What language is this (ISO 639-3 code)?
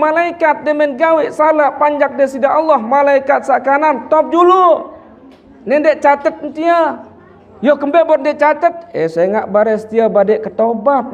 sas